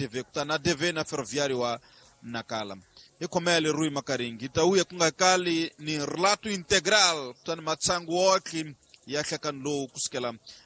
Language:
Tsonga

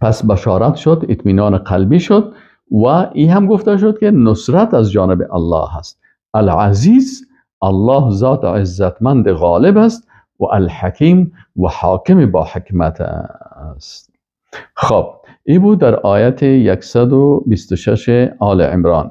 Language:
Persian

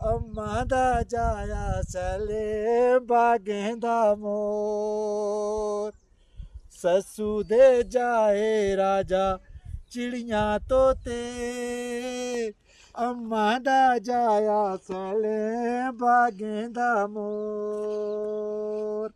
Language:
Dogri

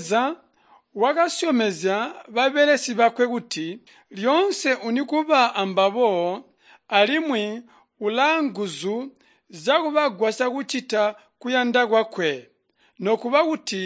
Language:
Tonga (Zambia)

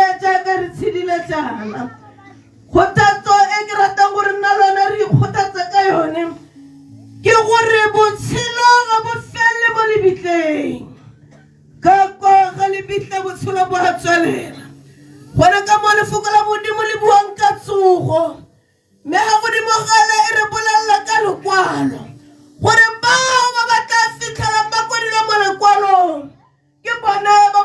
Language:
Tswana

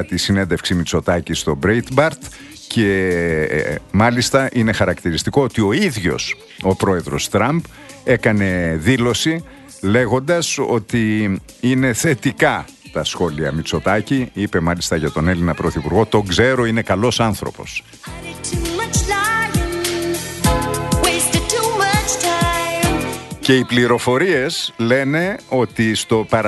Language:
Greek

